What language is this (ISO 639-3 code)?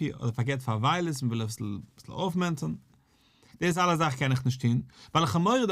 yid